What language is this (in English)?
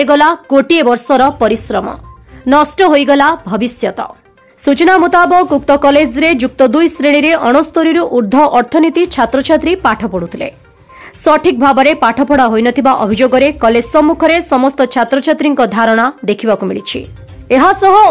Odia